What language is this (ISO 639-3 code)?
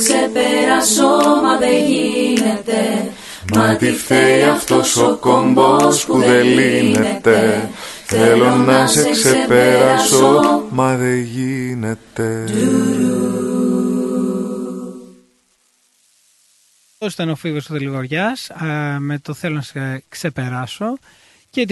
ell